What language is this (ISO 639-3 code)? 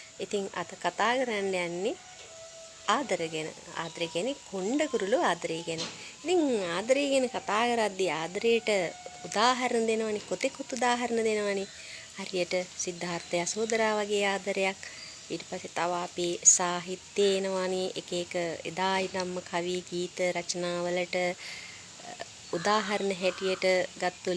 sin